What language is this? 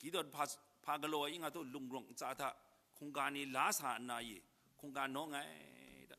Kachin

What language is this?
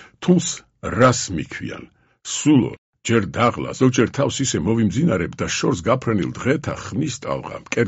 Georgian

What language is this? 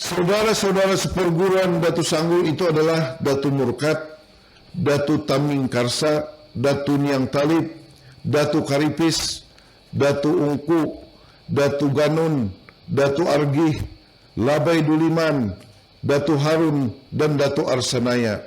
Banjar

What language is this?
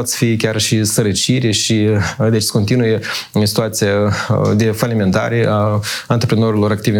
Romanian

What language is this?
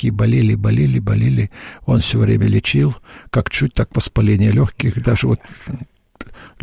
Russian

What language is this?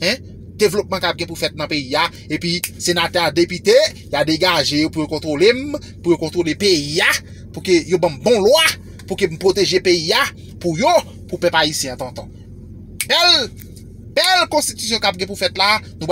Haitian Creole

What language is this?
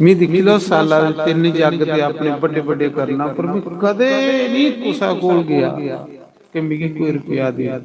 Dogri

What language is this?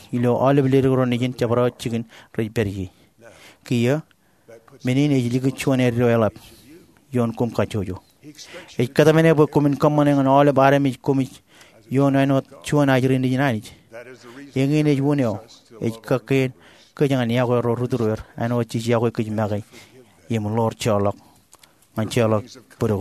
Marshallese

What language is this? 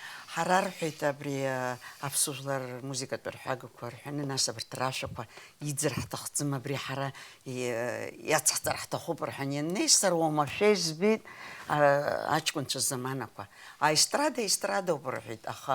Abkhazian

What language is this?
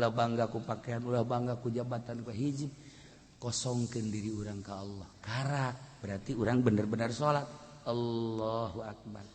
Sundanese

